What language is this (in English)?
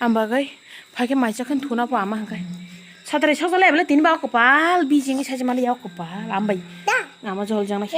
Kok Borok